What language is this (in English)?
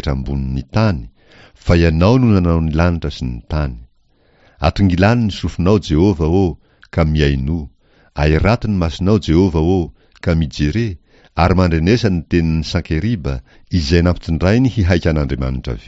Malagasy